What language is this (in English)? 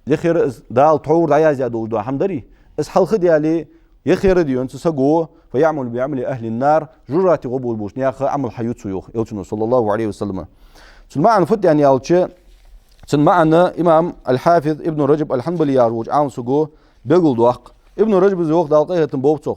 Ingush